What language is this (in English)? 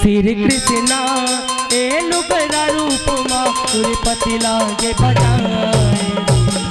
Chhattisgarhi